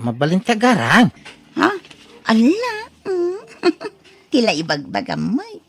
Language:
Iloko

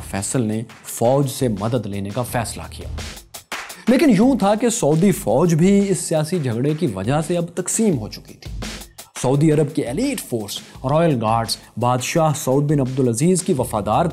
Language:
Urdu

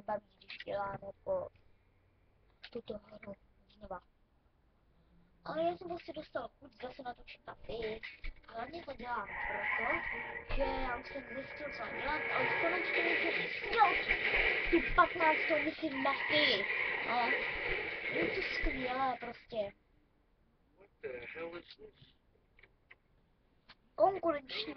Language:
Czech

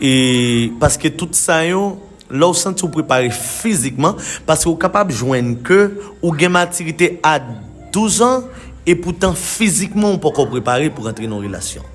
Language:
Haitian Creole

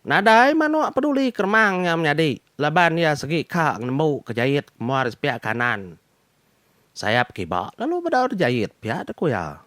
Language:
Iban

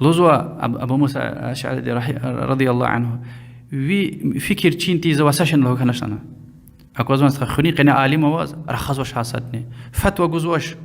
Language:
Lezghian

